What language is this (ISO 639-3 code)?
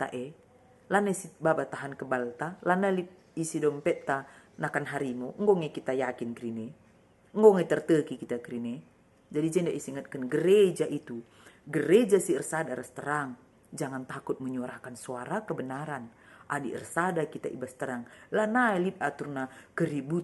btx